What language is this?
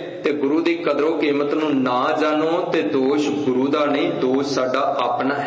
Punjabi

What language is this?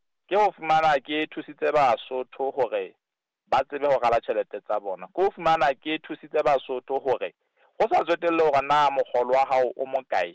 Southern Sotho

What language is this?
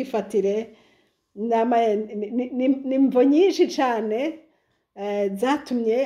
Rundi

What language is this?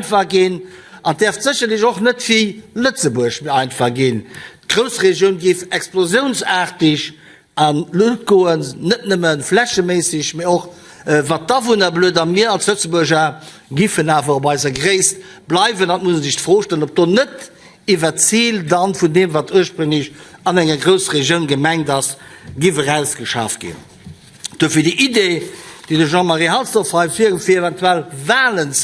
Luxembourgish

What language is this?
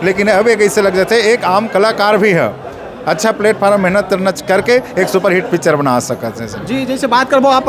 Chhattisgarhi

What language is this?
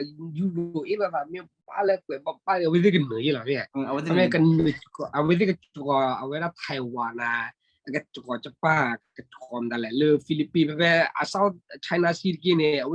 S'gaw Karen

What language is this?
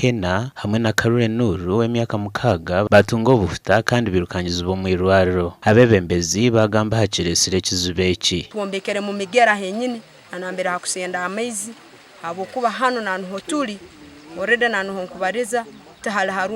Nyankole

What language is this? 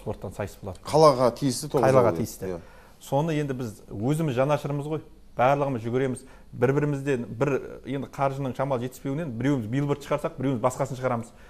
Kazakh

